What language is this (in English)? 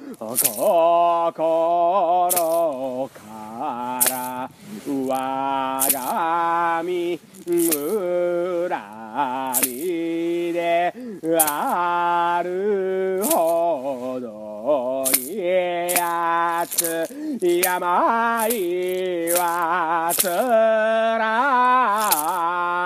Japanese